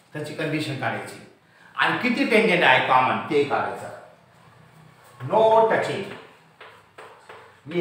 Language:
Marathi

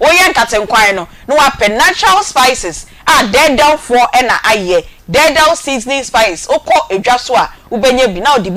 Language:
Akan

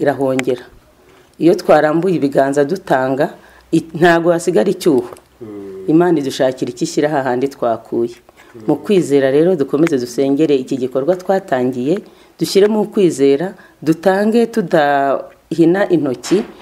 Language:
Kinyarwanda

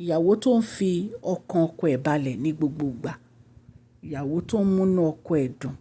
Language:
Yoruba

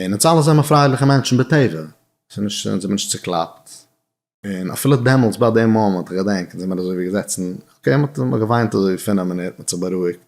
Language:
Yiddish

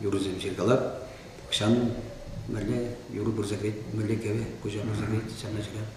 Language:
Chuvash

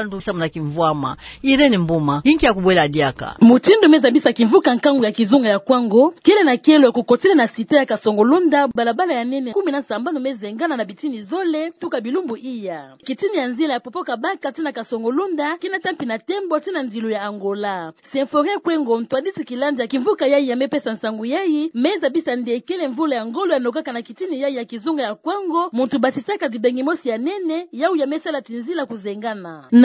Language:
Kituba (Democratic Republic of Congo)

